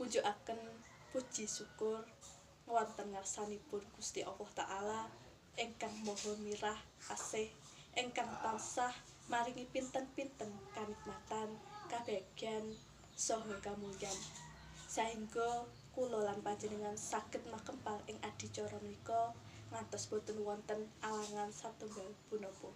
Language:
Javanese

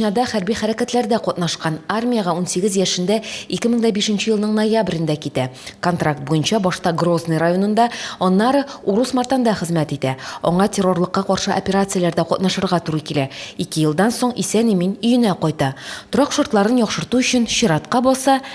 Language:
Tatar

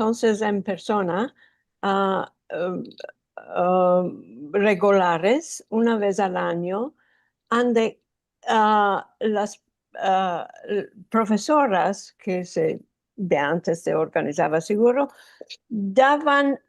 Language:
Ladino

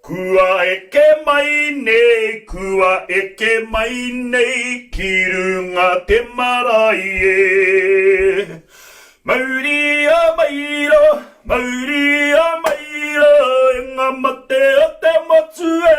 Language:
Māori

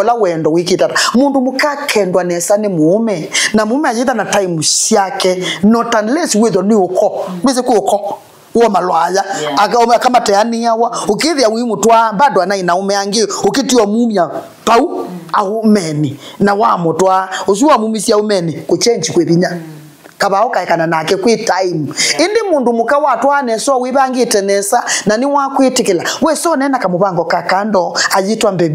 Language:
Kamba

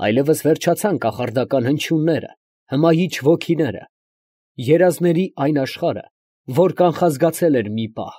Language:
Armenian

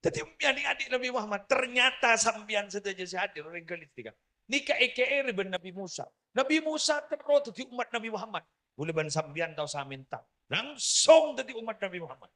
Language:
Madurese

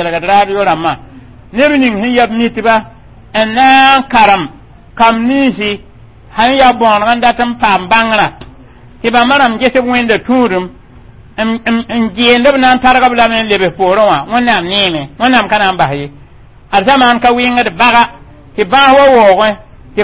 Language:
Mossi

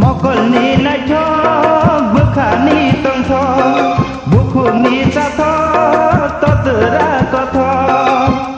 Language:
Kok Borok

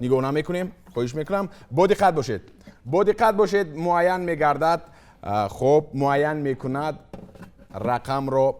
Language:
Tajik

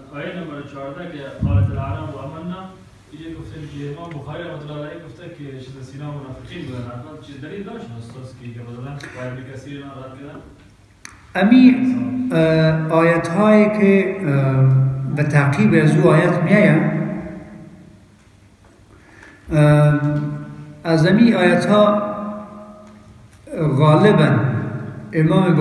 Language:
Persian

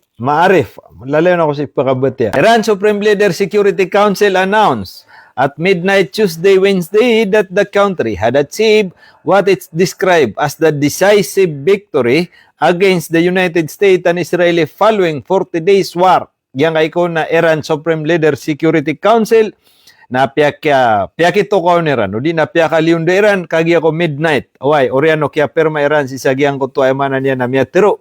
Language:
Maranao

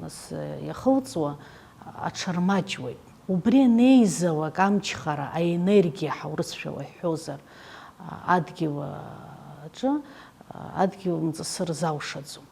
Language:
Abkhazian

